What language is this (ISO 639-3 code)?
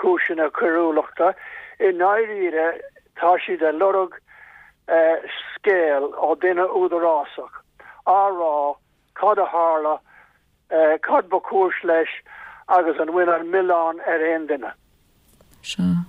gle